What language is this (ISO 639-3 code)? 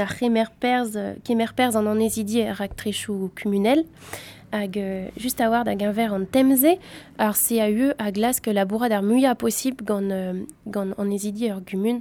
bre